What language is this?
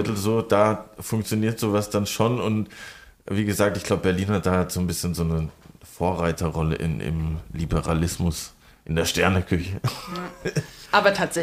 German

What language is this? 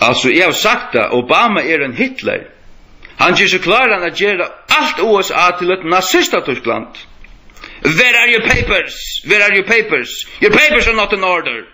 Faroese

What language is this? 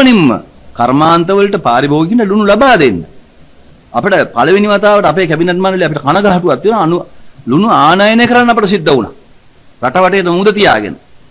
Sinhala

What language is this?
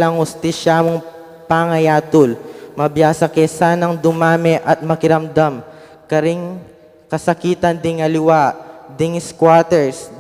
Pampanga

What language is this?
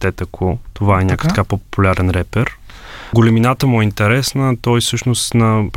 Bulgarian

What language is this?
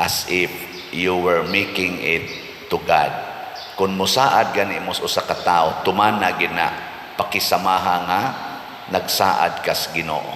Cebuano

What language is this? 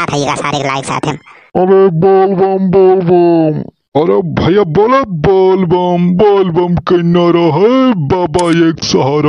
Awadhi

